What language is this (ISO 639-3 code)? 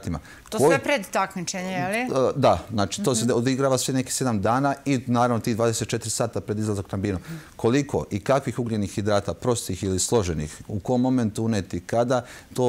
srp